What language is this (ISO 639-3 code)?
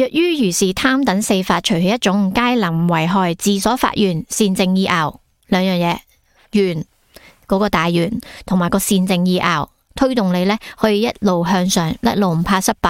yue